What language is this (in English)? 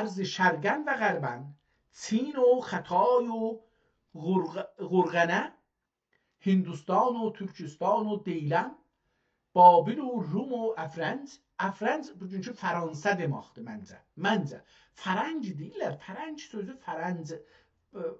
South Azerbaijani